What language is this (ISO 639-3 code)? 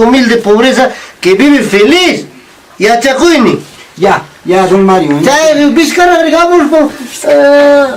quy